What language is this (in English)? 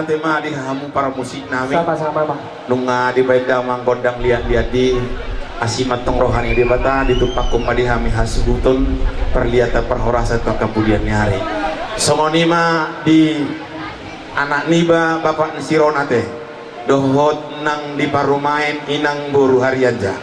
Batak Toba